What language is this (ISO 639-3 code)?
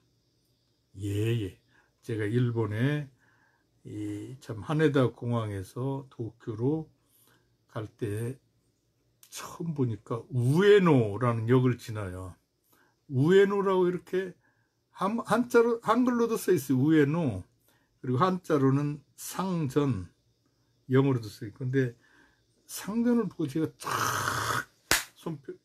kor